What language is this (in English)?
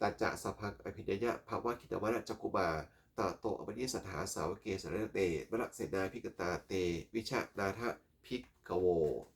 Pali